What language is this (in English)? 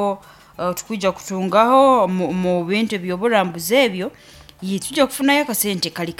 Nyoro